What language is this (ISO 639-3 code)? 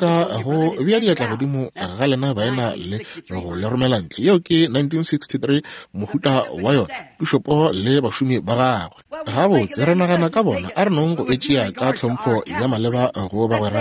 nso